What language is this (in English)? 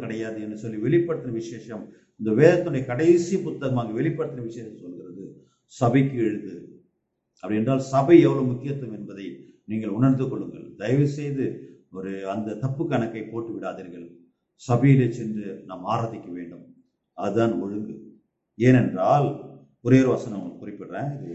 Tamil